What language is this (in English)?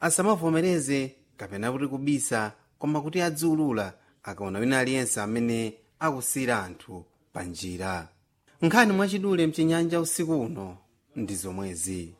Sena